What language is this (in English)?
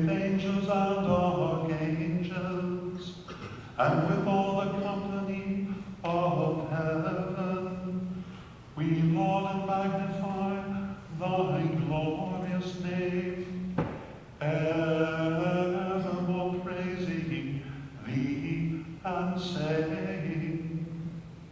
English